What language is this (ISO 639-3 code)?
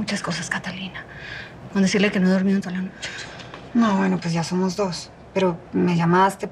spa